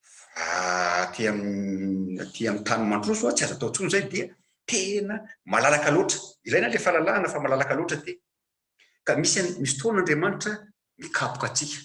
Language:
Malagasy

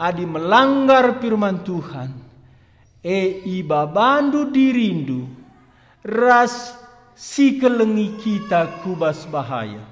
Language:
Batak Karo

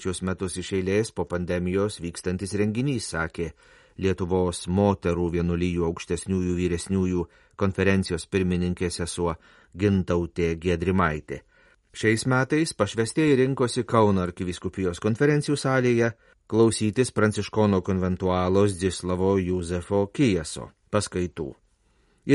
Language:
Lithuanian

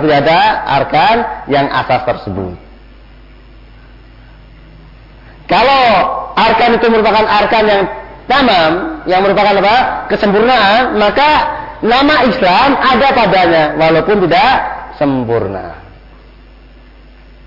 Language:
Indonesian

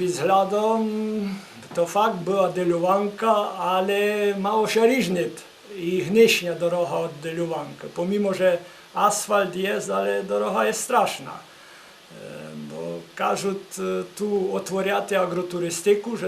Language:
Rusyn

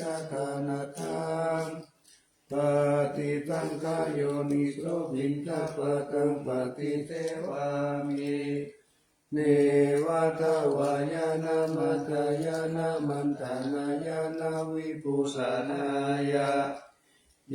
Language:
Pali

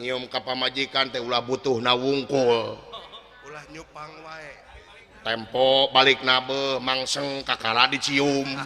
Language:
Sundanese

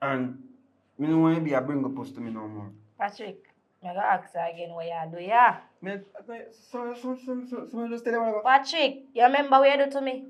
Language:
Jamaican Creole English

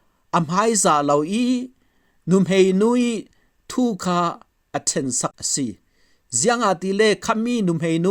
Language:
Falam Chin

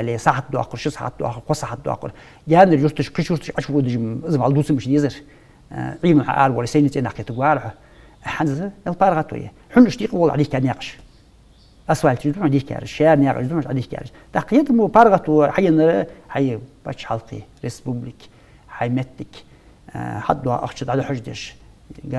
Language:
Ingush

